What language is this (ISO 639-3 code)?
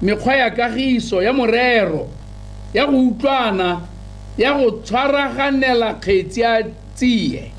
tsn